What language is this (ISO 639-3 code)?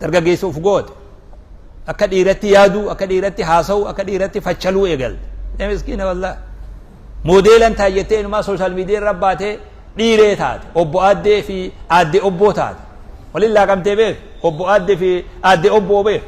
orm